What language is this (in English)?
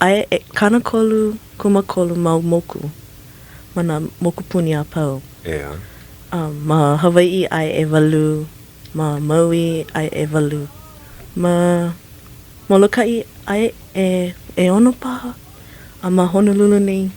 Hawaiian